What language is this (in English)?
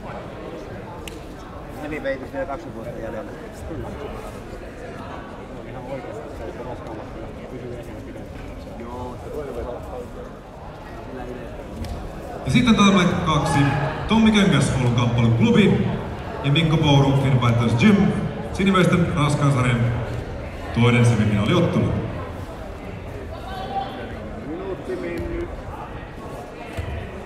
Finnish